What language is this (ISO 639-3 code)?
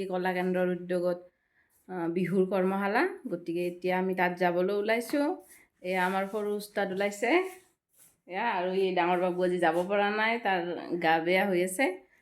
asm